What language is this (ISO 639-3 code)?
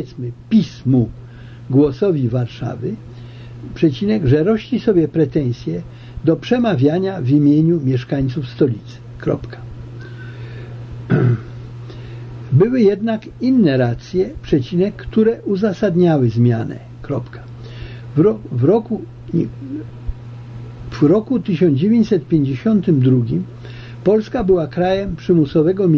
pol